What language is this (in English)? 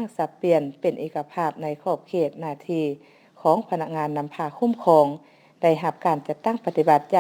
Lao